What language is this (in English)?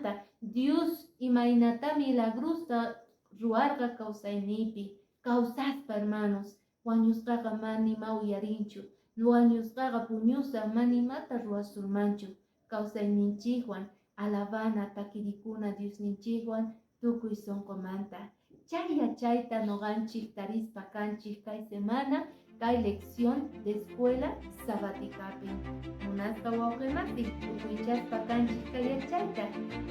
Quechua